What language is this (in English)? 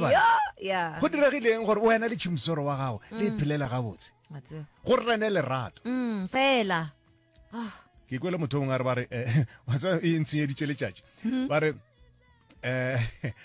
Northern Sotho